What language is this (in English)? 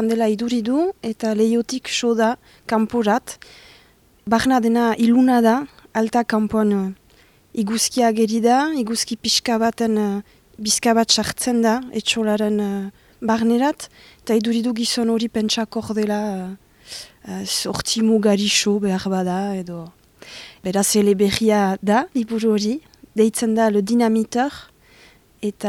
Basque